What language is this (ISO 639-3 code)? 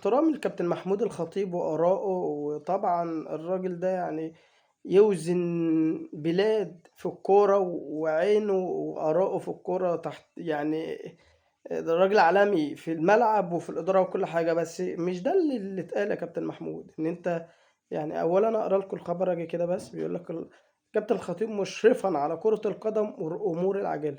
arz